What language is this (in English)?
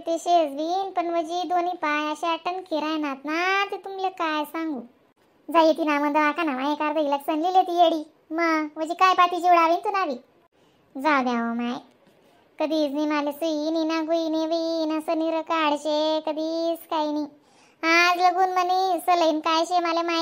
Khandesi